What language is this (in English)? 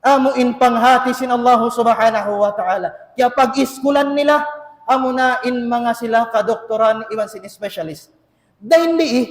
Tausug